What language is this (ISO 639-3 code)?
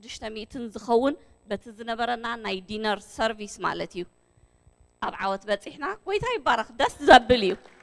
tir